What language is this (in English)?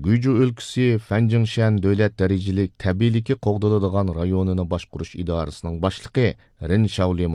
Uyghur